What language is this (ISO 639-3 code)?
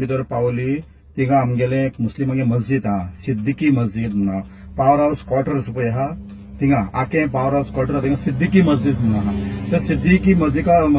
kok